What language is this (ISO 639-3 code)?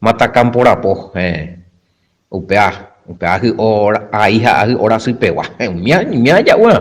grn